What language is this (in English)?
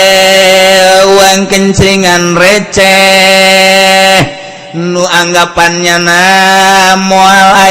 Sundanese